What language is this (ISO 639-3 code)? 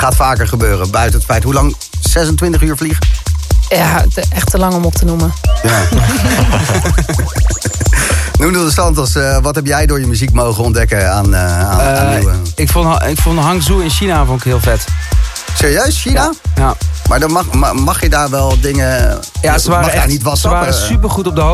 nld